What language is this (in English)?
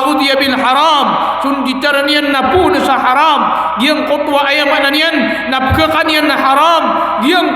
Maranao